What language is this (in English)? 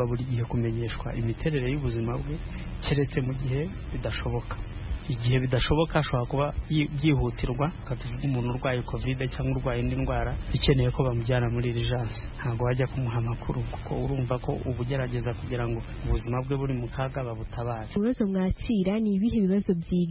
Kinyarwanda